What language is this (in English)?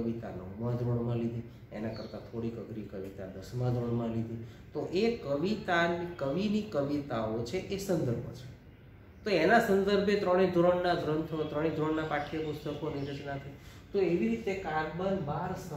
Gujarati